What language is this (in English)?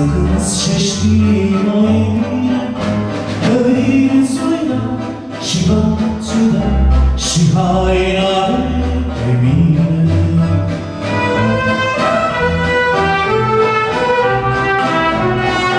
Romanian